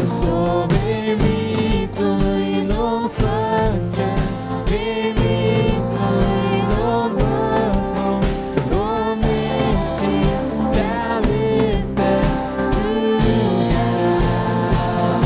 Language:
Faroese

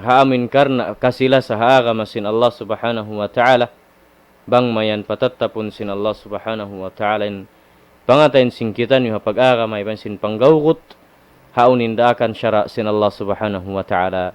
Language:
Tausug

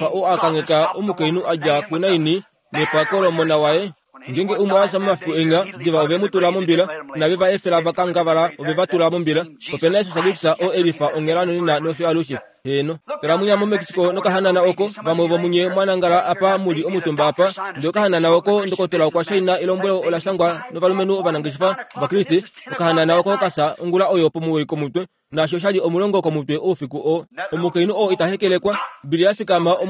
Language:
Kuanyama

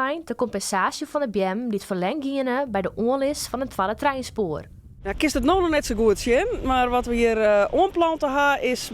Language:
Western Frisian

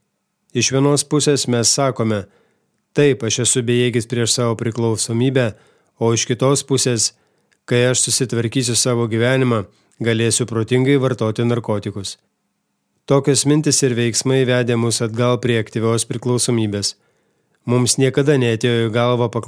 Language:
Lithuanian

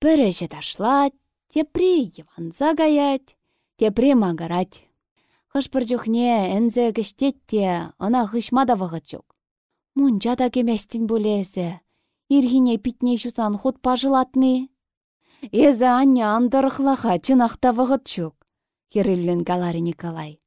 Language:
Chuvash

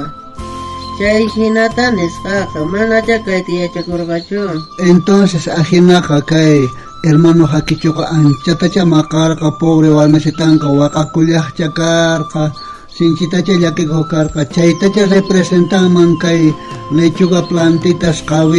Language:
South Bolivian Quechua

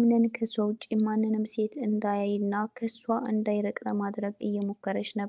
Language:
Amharic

